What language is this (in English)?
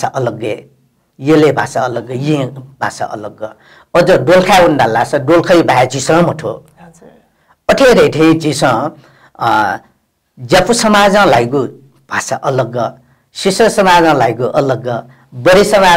Newari